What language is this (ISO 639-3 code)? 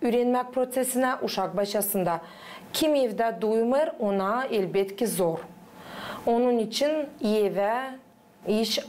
gag